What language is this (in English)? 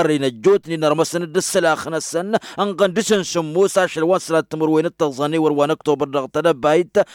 Tamasheq